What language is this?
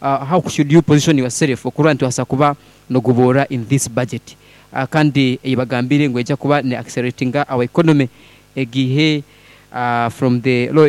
Nyankole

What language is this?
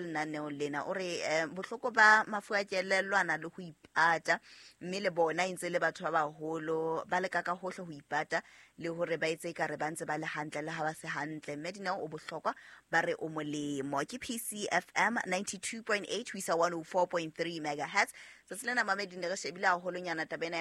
Southern Sotho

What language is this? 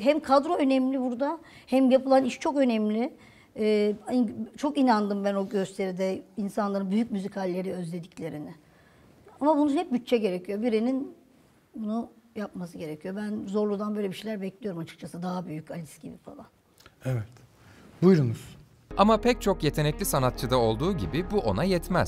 Turkish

